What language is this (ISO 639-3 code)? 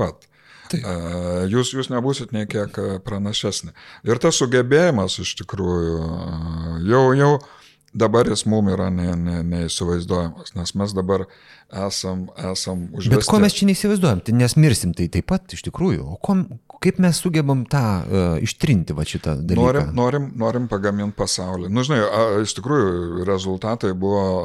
lit